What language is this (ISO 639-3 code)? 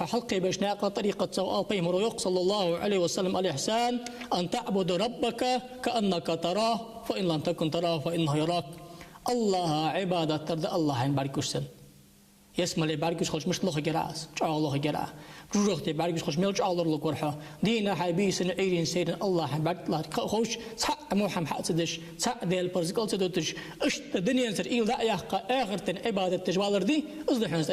inh